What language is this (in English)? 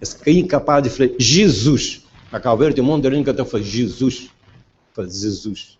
Kabuverdianu